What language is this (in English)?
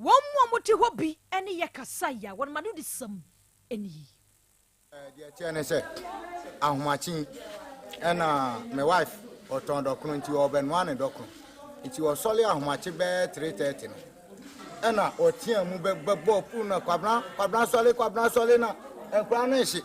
Akan